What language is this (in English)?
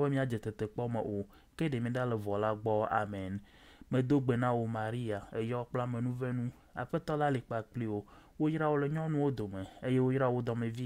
Ewe